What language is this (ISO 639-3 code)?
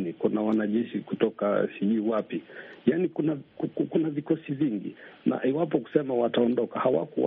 swa